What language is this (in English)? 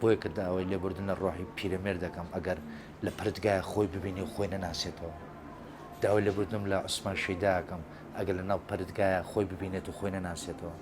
Central Kurdish